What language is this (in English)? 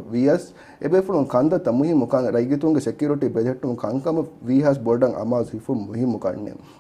Divehi